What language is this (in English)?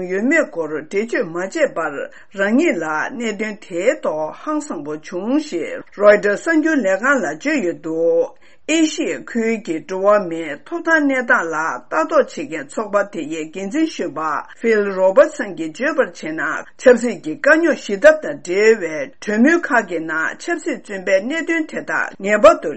Tibetan